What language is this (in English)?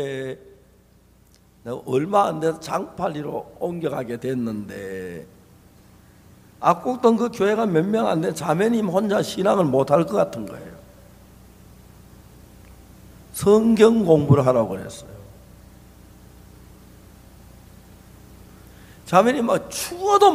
Korean